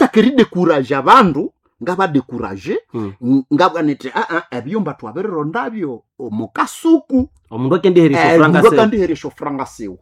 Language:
Nande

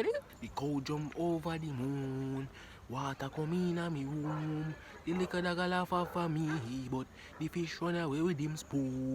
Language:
Jamaican Creole English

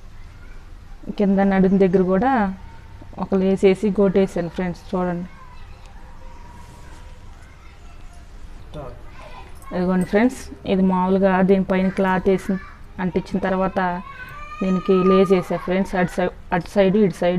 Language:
Telugu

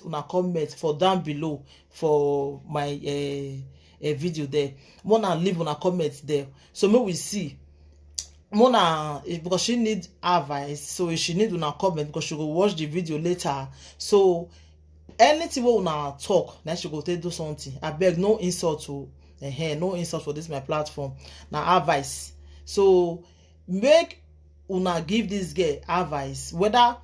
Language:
Nigerian Pidgin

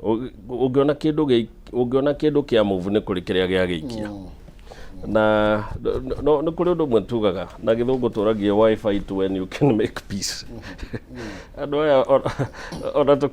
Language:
Kikuyu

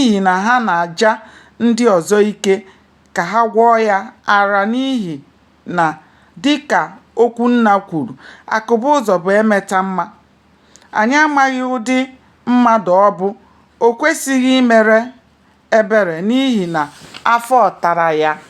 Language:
Igbo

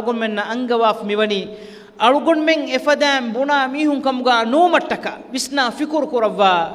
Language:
Divehi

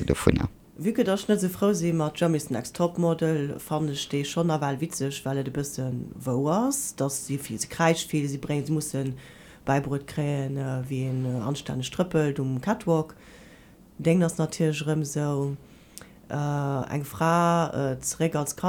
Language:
Luxembourgish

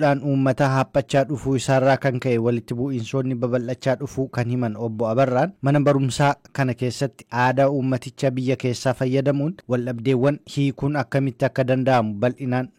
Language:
Oromo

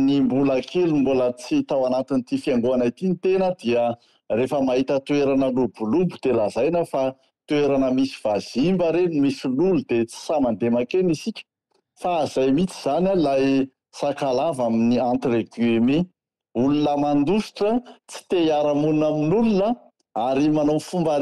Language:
Malagasy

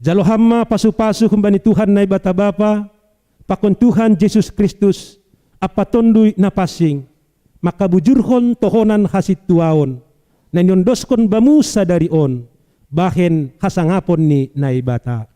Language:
Batak Simalungun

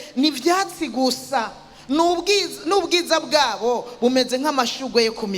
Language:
Rundi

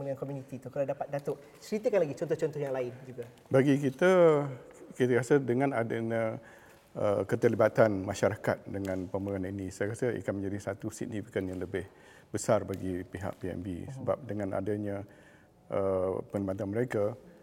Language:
Malay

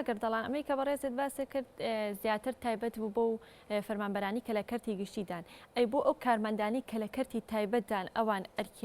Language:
Central Kurdish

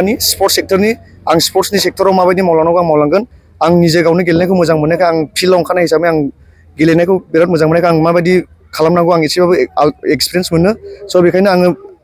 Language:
Bodo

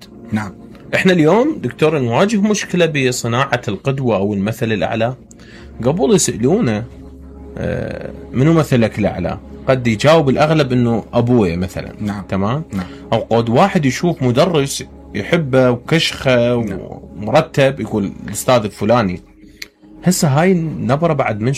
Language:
Mesopotamian Arabic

